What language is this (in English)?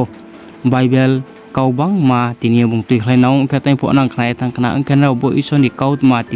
Riang (India)